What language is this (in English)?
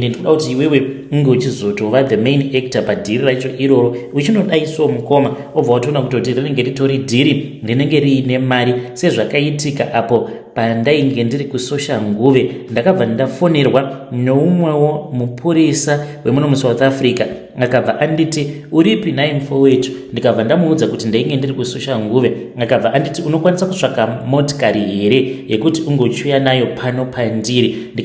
Shona